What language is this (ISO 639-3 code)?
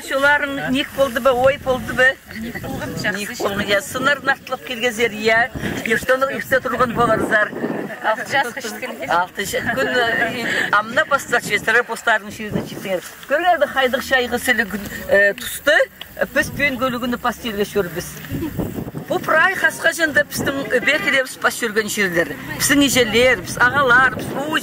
kjh